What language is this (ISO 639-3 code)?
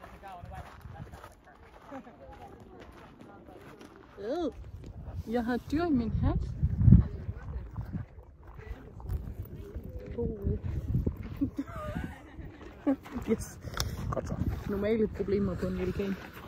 dan